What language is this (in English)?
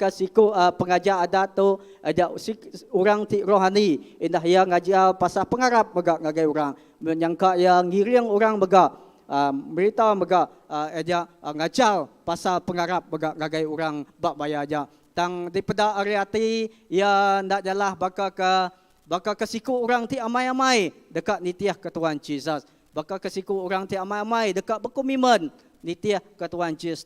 Iban